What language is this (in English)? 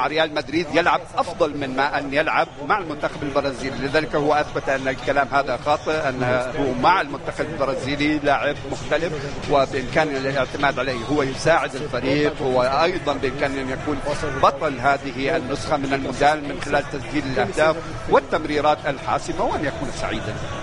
Arabic